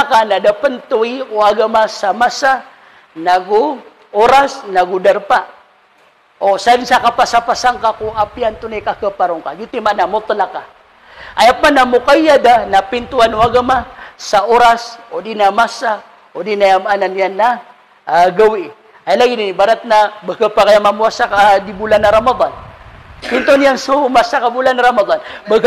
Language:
Maranao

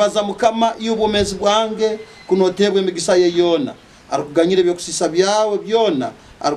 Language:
Nyankole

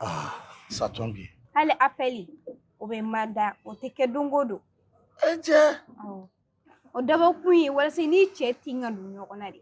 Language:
Bambara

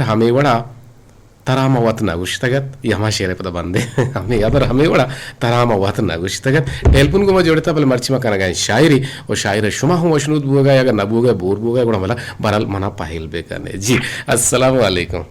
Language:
Eastern Balochi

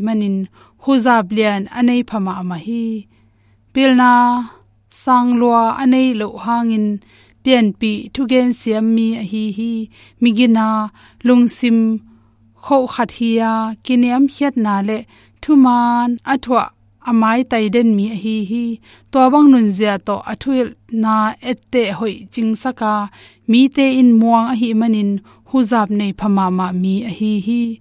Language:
Tedim Chin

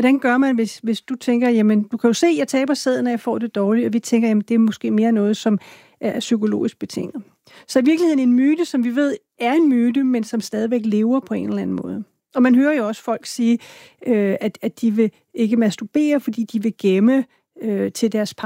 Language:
Danish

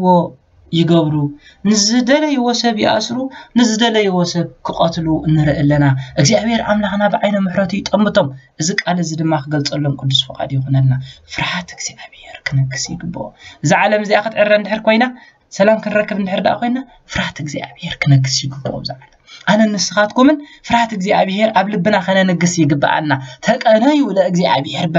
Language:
Tigrinya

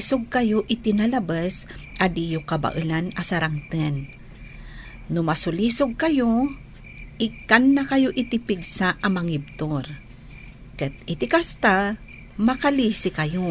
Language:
Iloko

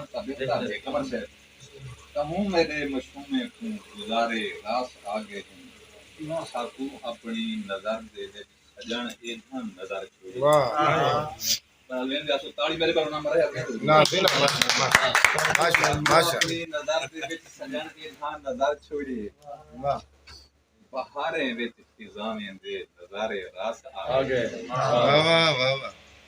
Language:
Saraiki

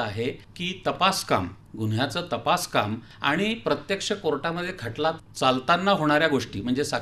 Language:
Marathi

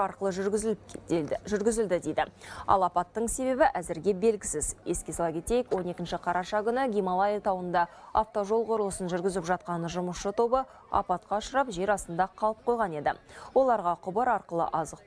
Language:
Kazakh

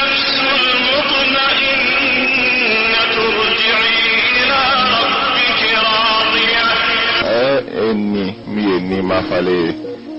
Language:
Bambara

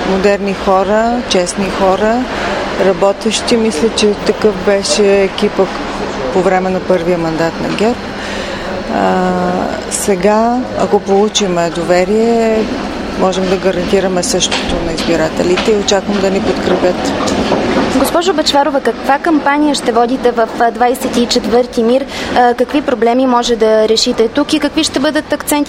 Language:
Bulgarian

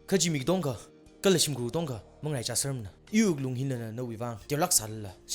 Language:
Tangkhul Naga (India)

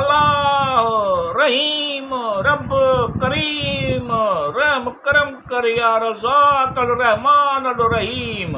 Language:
Sindhi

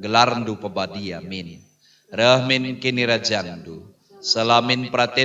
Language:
Batak Karo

